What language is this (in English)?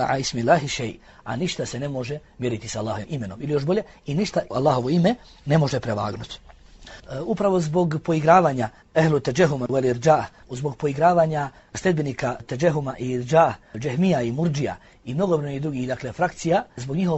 Bosnian